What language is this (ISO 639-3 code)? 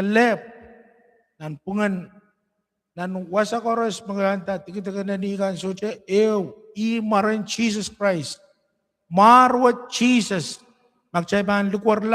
pon